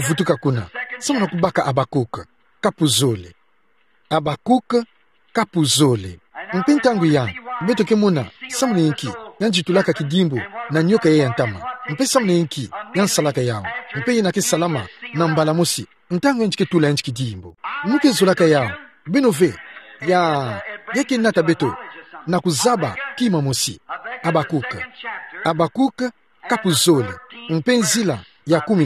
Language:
Kituba (Democratic Republic of Congo)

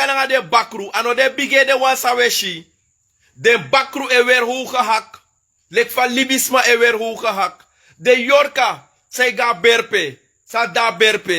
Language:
Sranan Tongo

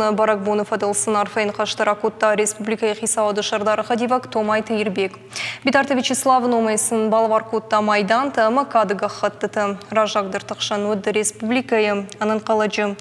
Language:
Ossetic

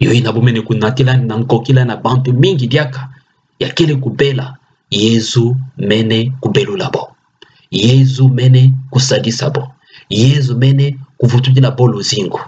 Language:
Kituba (Democratic Republic of Congo)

